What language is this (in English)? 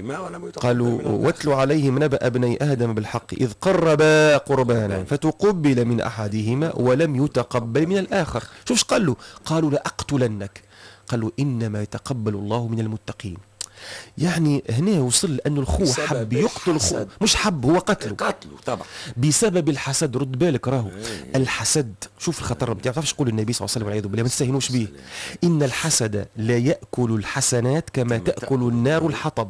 Tunisian Arabic